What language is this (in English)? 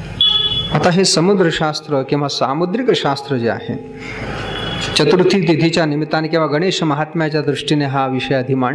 Marathi